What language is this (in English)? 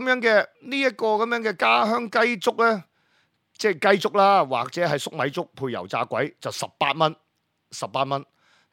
Cantonese